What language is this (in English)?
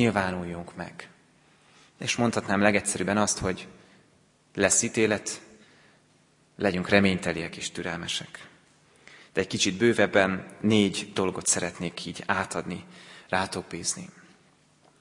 Hungarian